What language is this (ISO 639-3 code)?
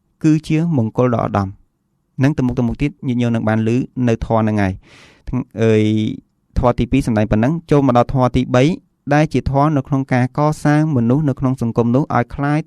khm